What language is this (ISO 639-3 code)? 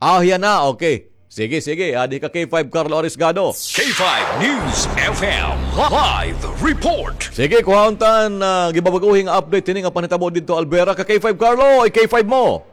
war